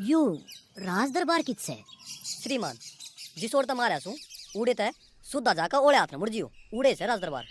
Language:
Haryanvi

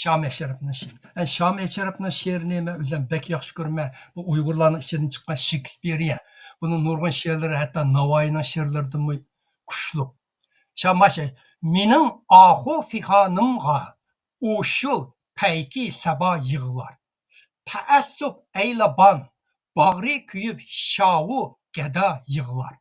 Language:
Uyghur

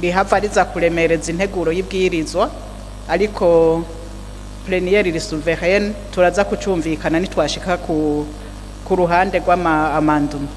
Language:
Rundi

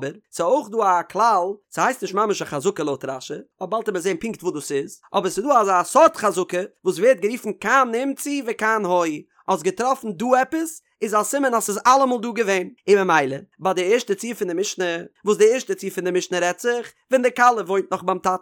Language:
Yiddish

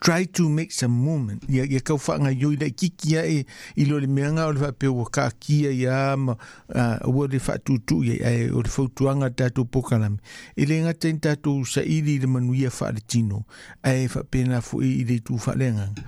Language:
Samoan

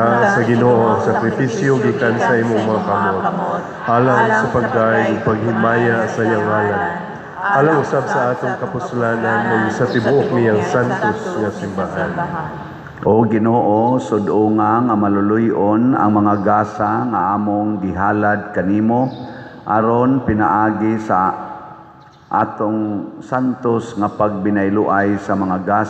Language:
Cebuano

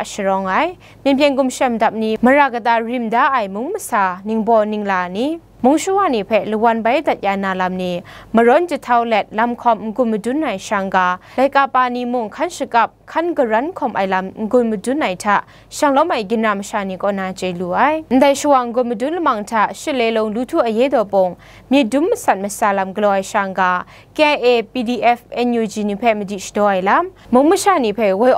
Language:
Kachin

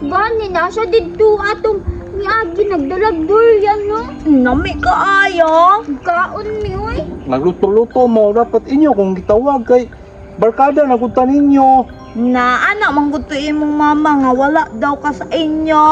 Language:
Cebuano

